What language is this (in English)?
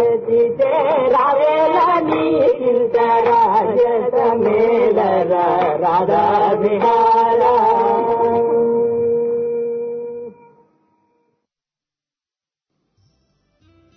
Telugu